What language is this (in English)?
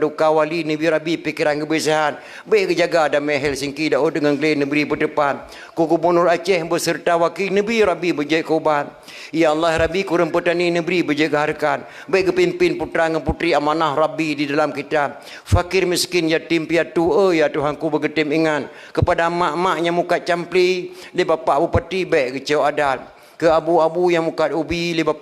Achinese